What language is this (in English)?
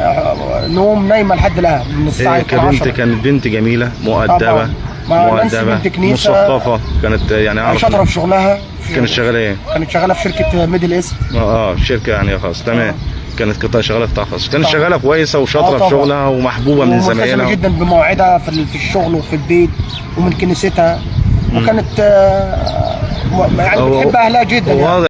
Egyptian Arabic